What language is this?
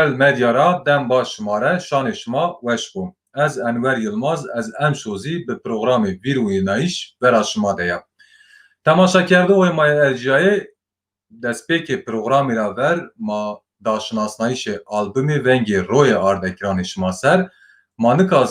Zaza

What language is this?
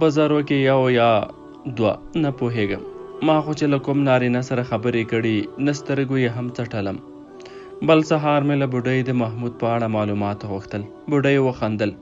Pashto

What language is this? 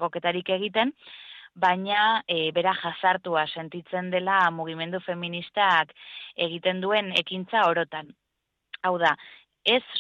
Basque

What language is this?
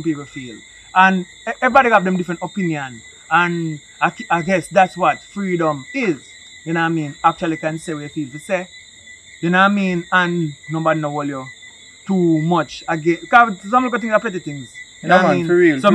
Jamaican Creole English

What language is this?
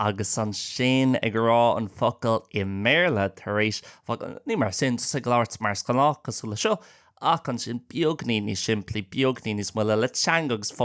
Irish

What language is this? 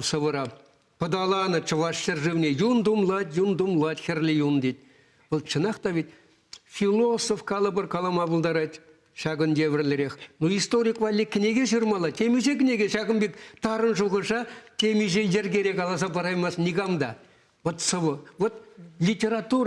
Chuvash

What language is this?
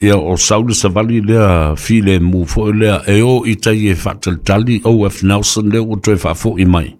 Samoan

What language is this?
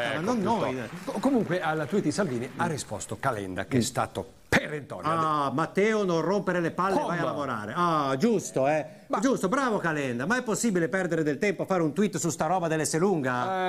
Italian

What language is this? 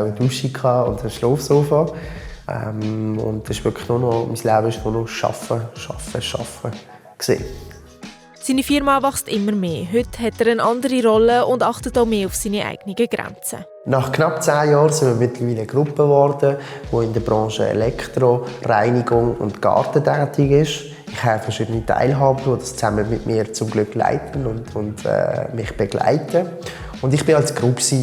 Swiss German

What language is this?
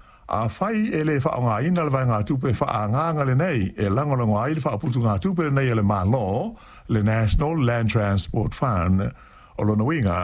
Samoan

